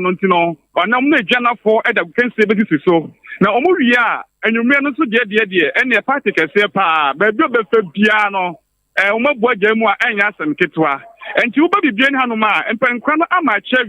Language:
Akan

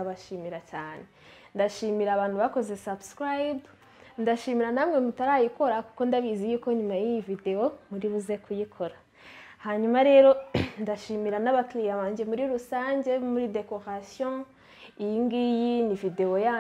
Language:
Kinyarwanda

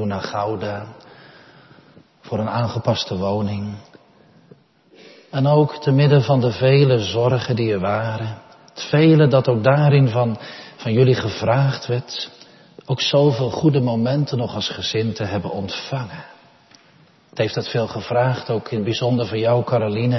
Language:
Dutch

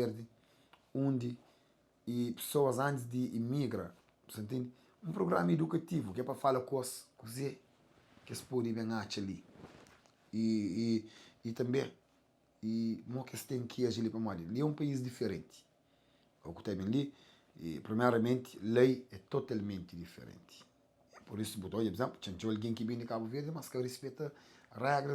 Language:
Kabuverdianu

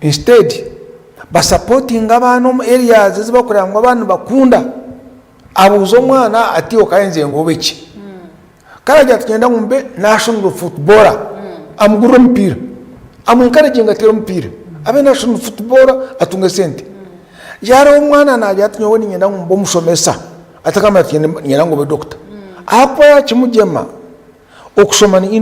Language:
Nyankole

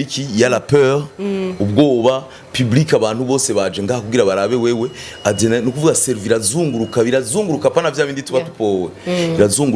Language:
Rundi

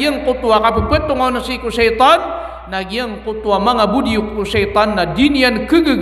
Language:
Maranao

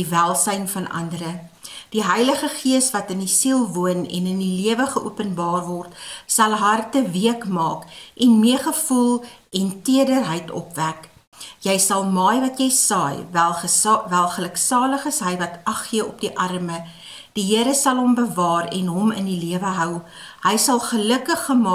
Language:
Afrikaans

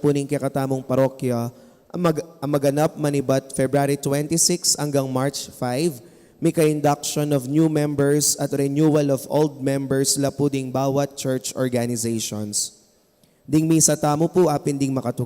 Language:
Pampanga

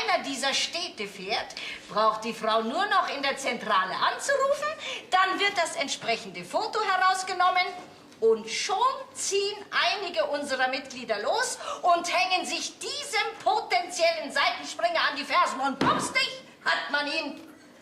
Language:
Bavarian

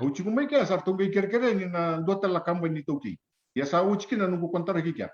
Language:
Fijian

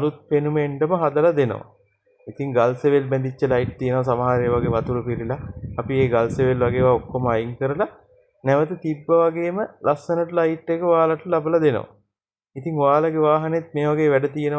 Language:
Sinhala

